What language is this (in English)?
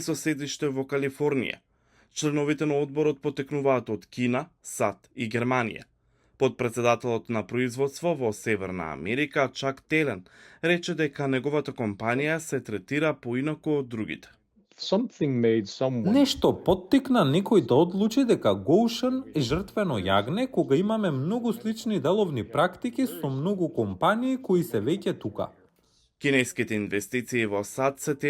Macedonian